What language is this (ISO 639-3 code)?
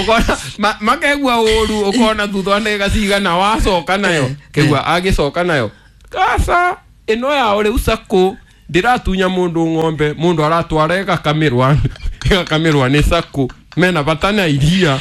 kik